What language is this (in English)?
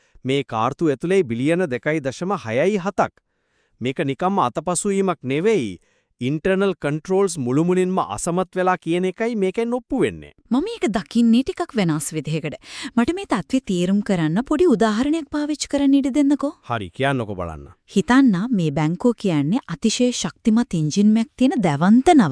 Sinhala